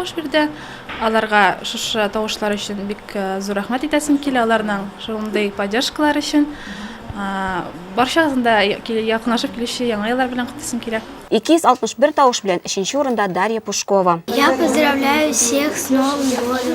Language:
Tatar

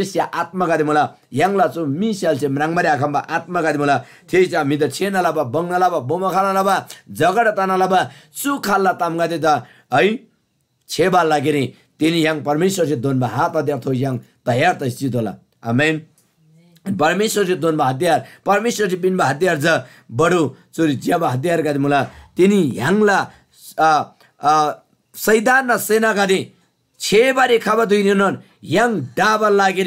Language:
Eastern Tamang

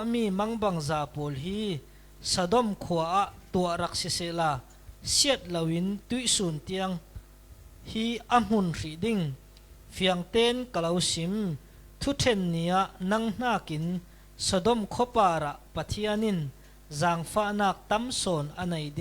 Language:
Falam Chin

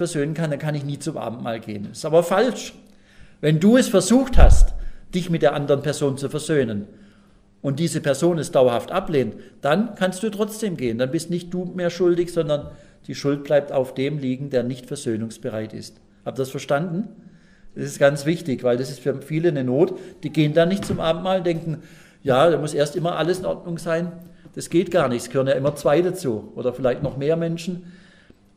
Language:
German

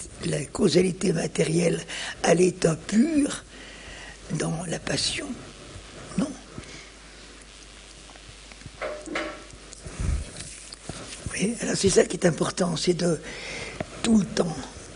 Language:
French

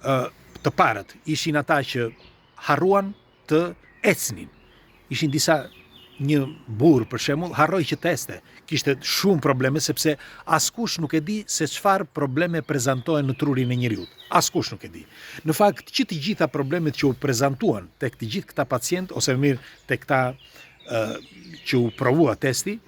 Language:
Albanian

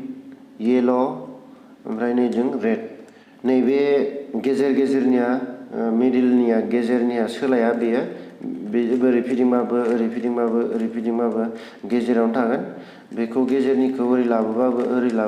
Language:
Bodo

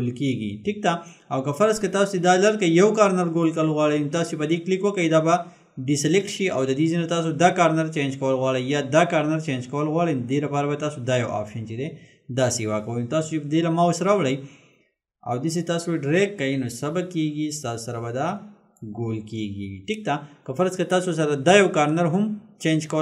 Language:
Pashto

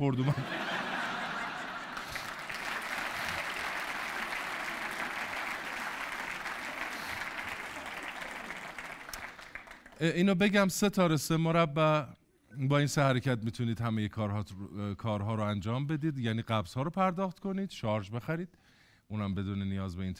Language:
Persian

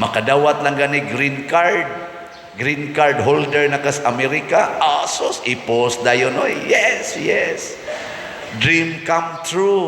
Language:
Cebuano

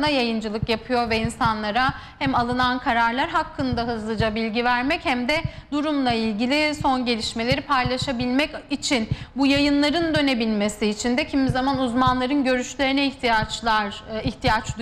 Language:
Turkish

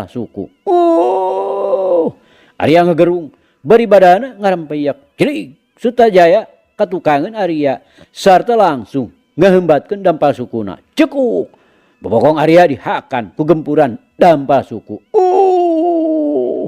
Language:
Sundanese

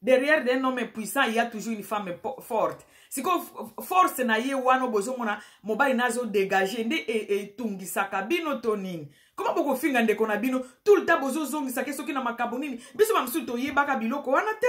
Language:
Lingala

